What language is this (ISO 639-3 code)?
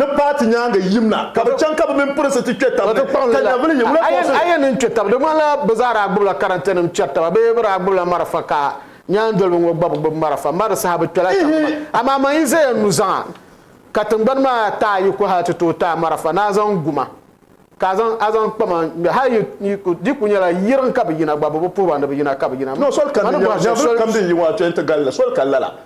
dag